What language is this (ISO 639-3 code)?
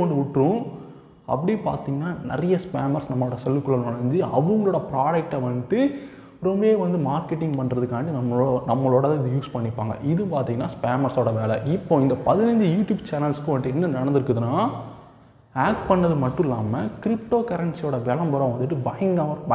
tam